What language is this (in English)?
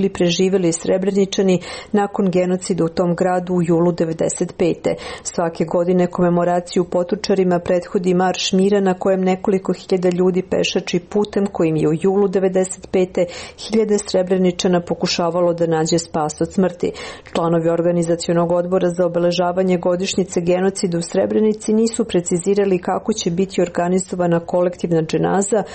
Serbian